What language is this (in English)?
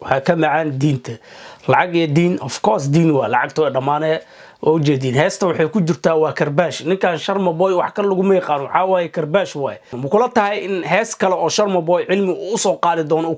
Somali